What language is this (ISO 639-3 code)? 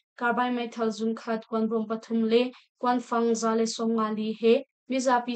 cnh